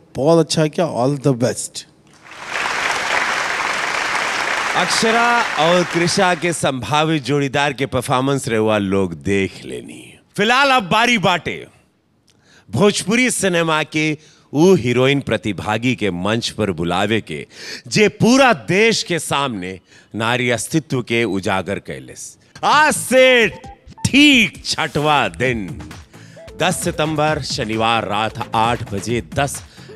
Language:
Bhojpuri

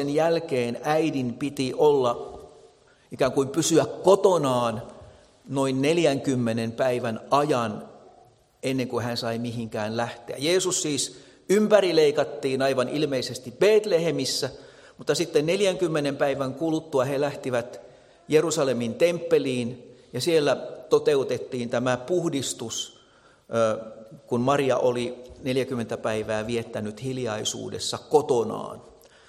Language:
Finnish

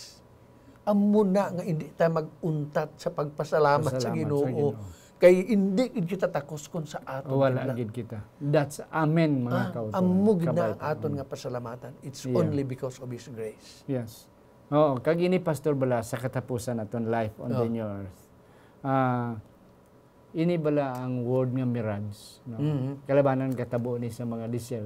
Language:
Hiligaynon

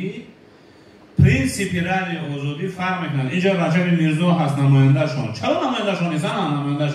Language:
Tajik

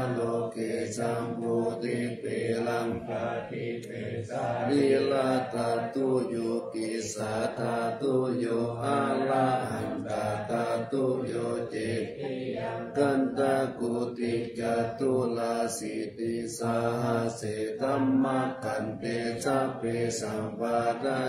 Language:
Pali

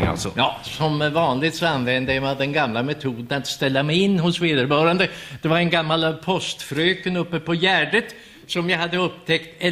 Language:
Swedish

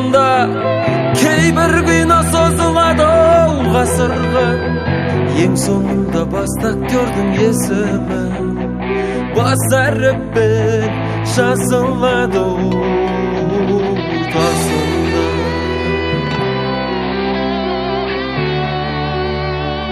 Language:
Kazakh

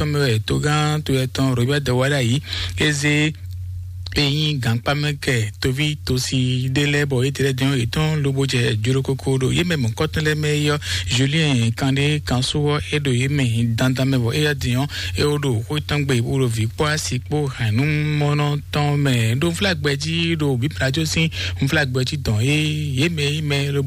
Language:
Fon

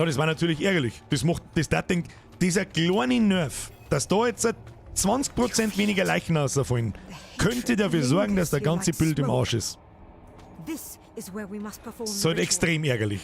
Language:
Bavarian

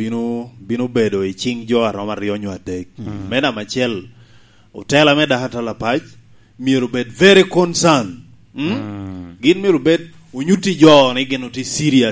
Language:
Lango (Uganda)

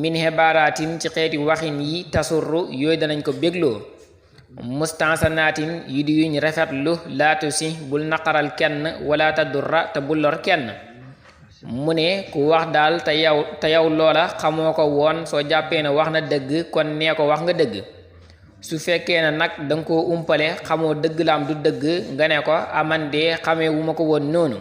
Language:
Wolof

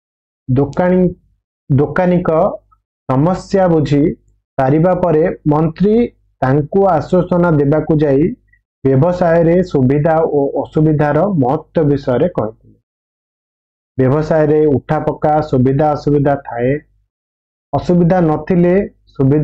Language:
Odia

